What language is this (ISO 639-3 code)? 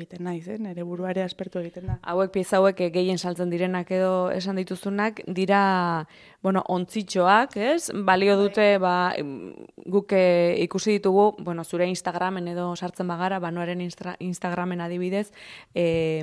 eus